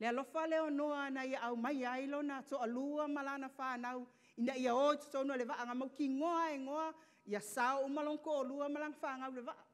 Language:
Samoan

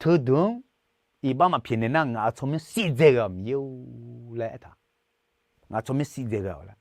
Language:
Akha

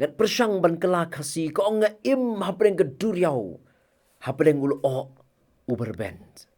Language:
Khasi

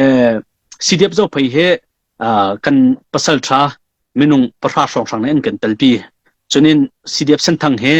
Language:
Hakha Chin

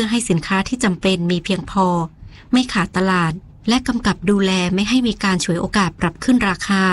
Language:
Thai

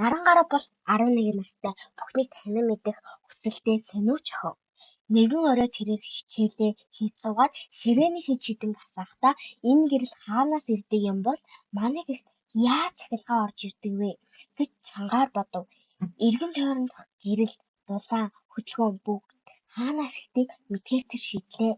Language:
Mongolian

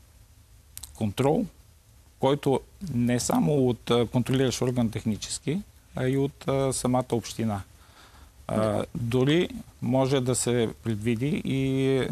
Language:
Bulgarian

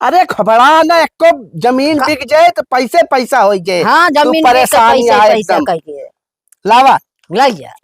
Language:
Awadhi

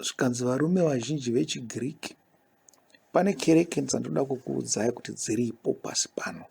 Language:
Shona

